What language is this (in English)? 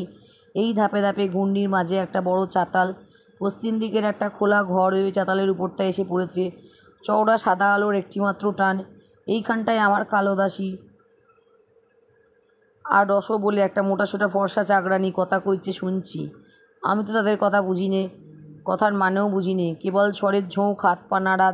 Bangla